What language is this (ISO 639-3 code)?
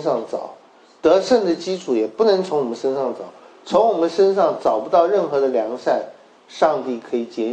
zho